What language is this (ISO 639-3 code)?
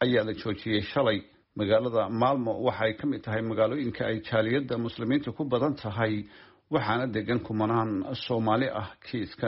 som